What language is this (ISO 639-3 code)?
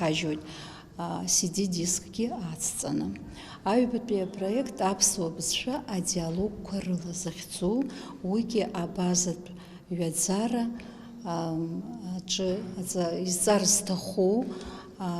abk